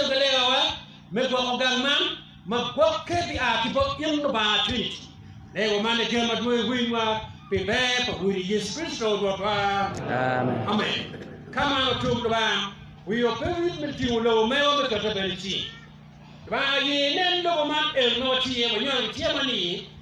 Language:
Acoli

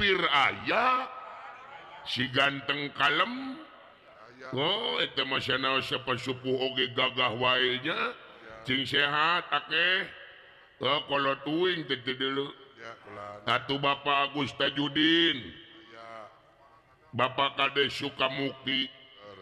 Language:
Sundanese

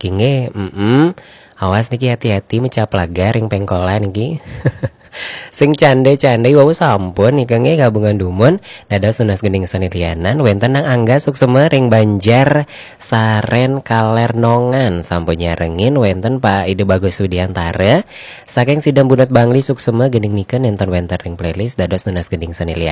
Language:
Balinese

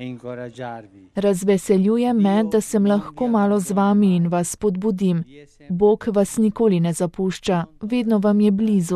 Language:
Slovenian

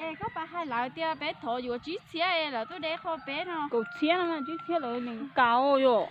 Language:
Hmong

